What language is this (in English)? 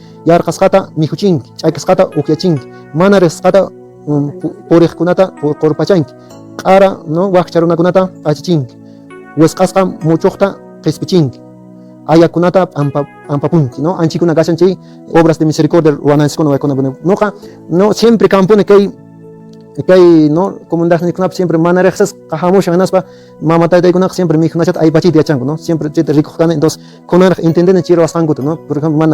Quechua